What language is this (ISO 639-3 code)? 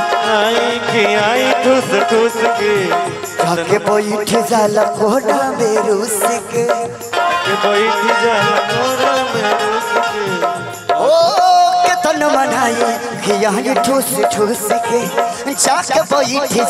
bho